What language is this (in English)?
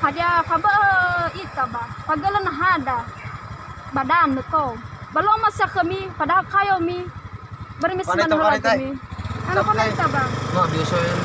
Nias